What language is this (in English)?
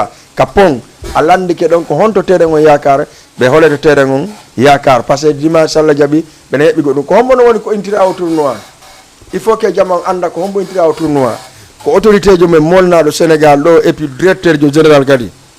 Fula